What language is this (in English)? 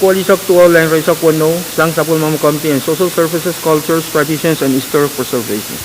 Pohnpeian